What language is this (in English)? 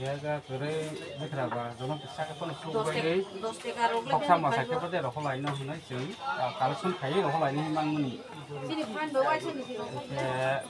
Kok Borok